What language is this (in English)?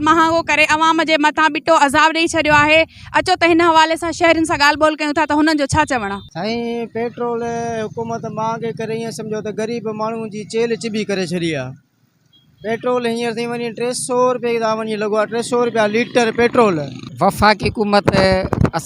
Sindhi